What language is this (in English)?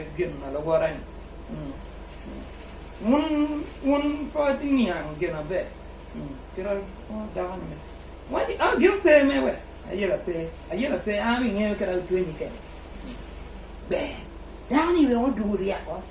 Acoli